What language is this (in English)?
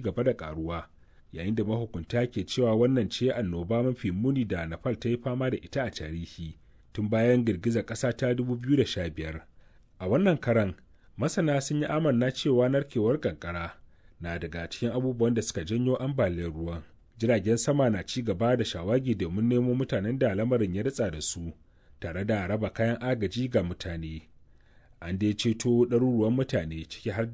Hausa